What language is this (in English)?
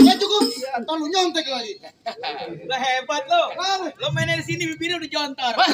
Betawi